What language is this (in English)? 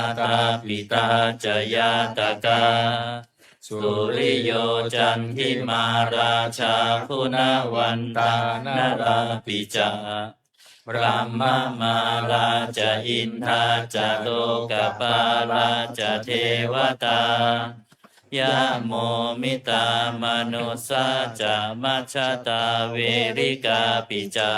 Pali